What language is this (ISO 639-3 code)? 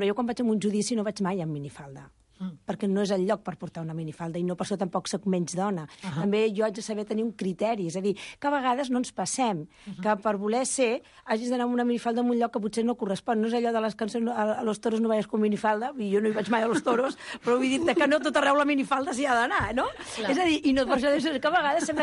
cat